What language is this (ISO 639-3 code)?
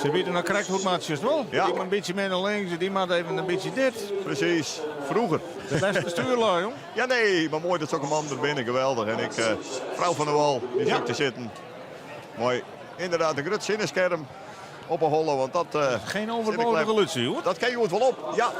fry